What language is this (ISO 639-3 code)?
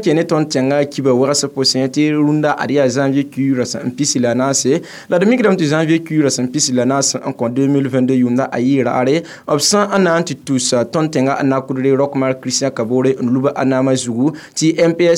mos